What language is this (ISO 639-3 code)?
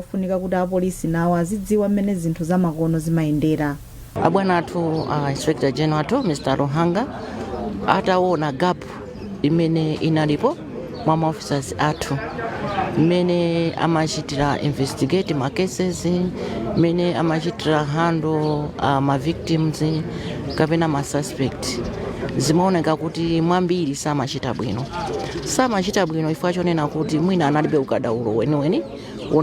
nya